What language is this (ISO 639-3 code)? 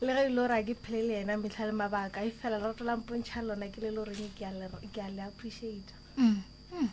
nso